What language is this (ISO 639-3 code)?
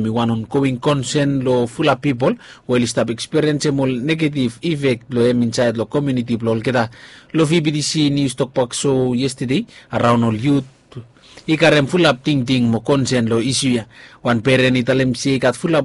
bis